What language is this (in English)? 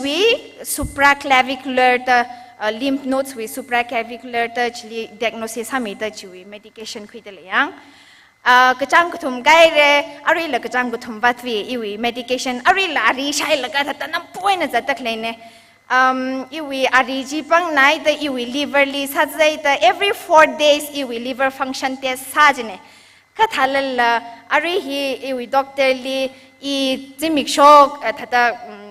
Tangkhul Naga (India)